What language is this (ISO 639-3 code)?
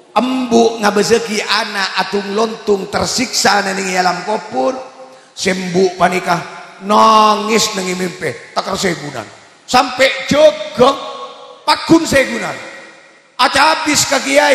mad